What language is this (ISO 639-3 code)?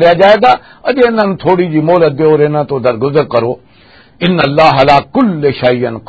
lah